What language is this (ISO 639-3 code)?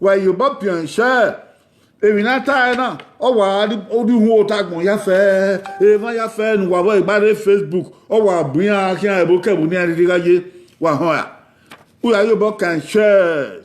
bin